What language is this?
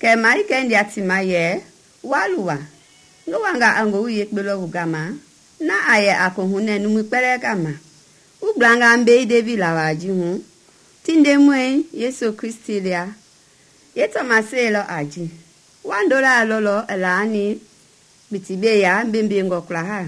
Mende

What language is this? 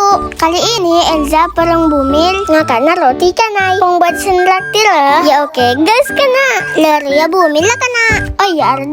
Madurese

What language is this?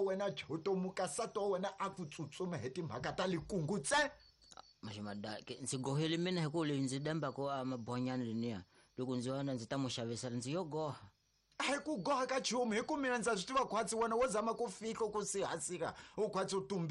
Tsonga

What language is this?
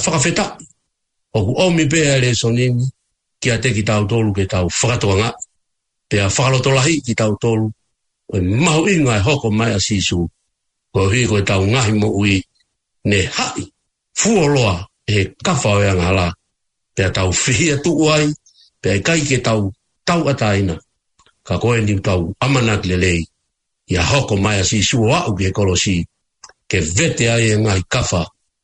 Tongan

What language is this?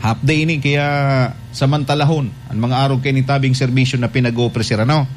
Bikol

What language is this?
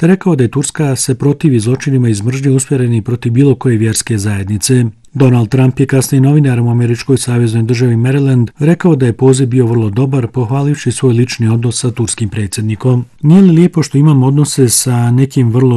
Bosnian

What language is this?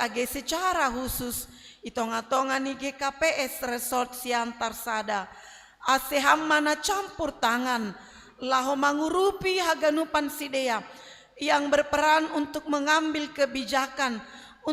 Batak Simalungun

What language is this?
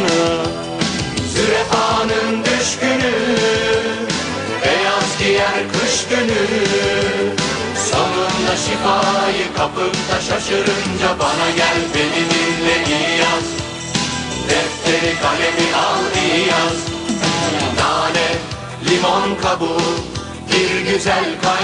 Turkish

